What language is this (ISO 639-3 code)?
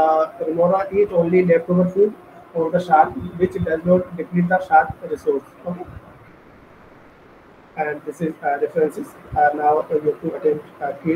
eng